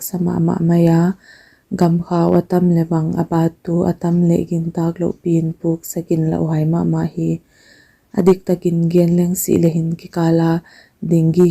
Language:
Paite Chin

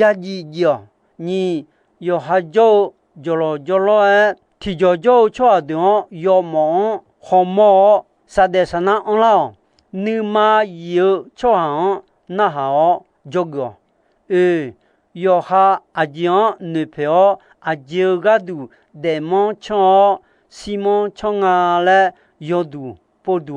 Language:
Akha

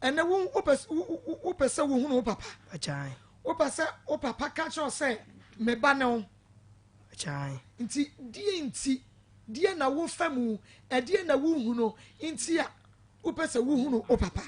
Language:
Akan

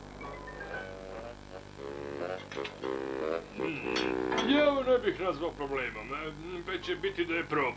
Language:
Serbian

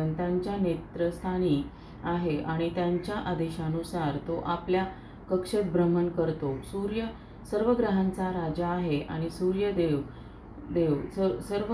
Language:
Marathi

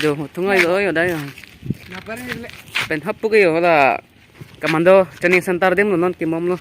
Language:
Karbi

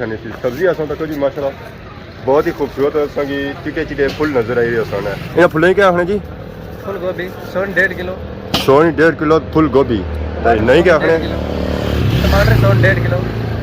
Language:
Pahari-Potwari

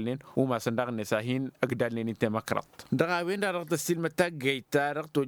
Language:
Tamasheq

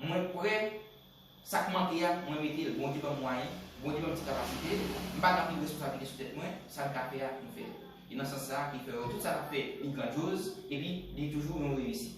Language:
Haitian Creole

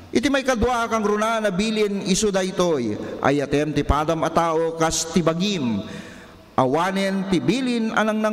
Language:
Iloko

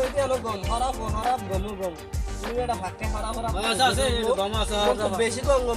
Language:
Rohingya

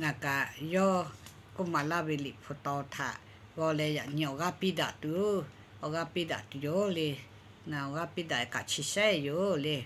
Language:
Lahu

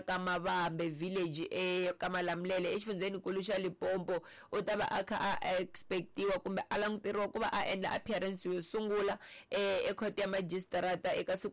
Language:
Tsonga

